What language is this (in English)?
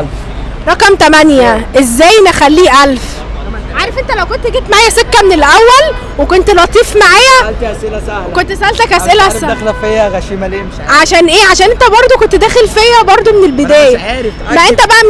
Egyptian Arabic